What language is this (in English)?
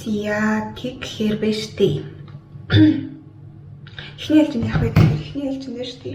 Mongolian